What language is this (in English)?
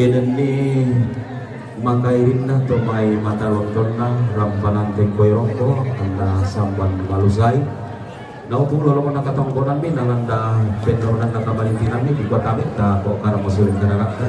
Toraja-Sa'dan